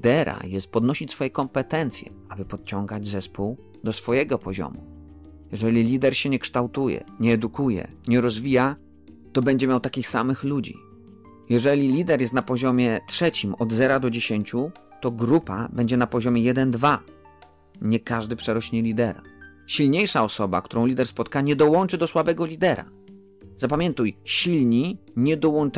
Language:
Polish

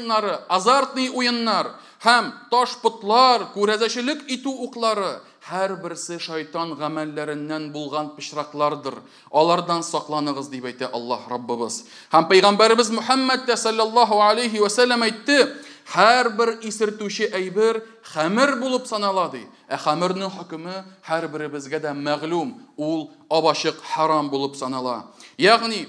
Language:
Tatar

